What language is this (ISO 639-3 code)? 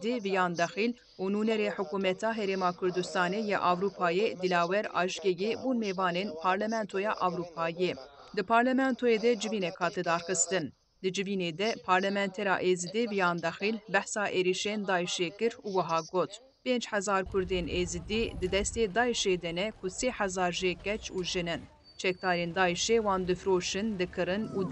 kur